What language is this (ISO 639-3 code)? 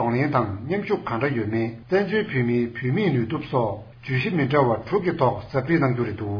bod